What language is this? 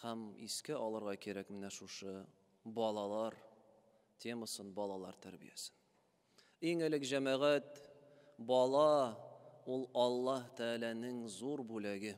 Tatar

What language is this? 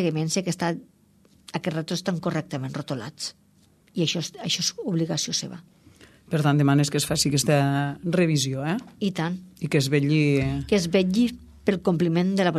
Catalan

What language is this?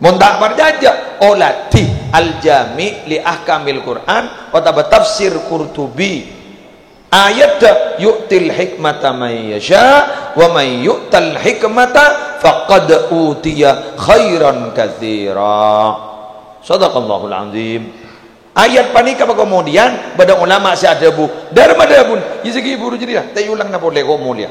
Madurese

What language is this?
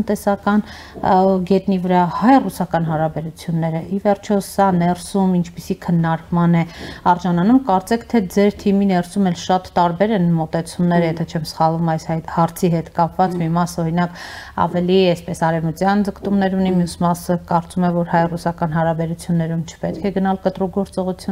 Armenian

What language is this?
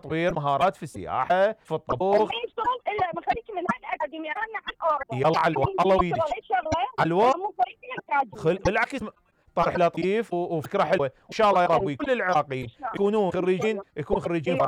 Mesopotamian Arabic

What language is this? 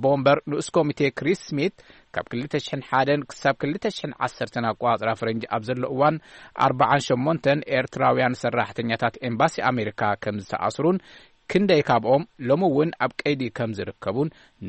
Tigrinya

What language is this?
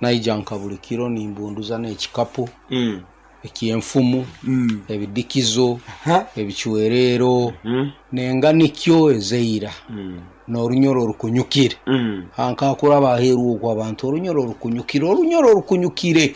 Nyankole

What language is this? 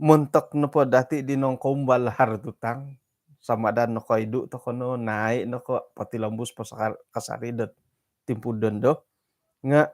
Central Dusun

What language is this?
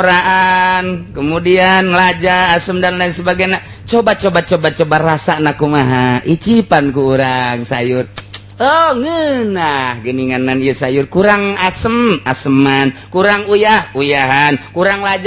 Sundanese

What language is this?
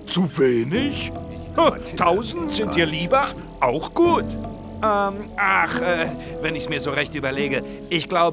Bavarian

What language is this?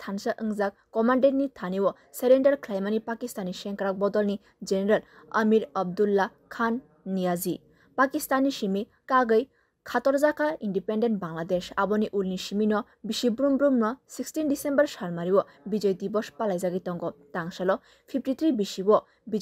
Kok Borok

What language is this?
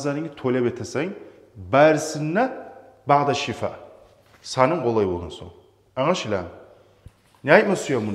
Kumyk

